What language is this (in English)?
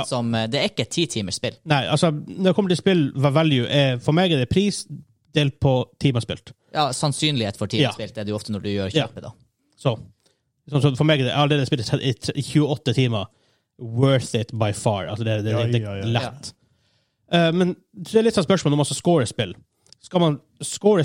Norwegian